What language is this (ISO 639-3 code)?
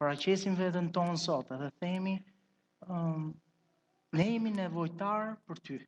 sqi